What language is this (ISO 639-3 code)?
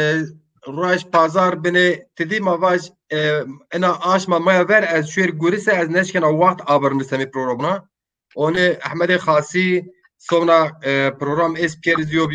zza